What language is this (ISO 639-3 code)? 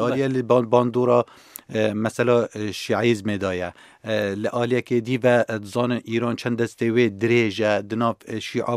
kur